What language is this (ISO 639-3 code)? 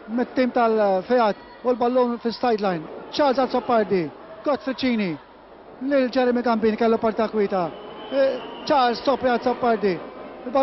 mlt